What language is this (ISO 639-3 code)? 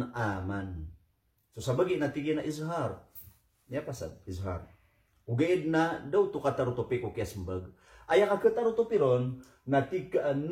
mrw